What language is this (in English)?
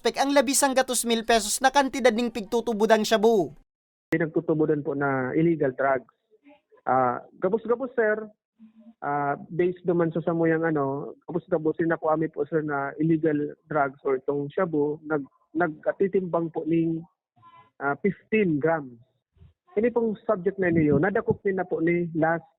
Bikol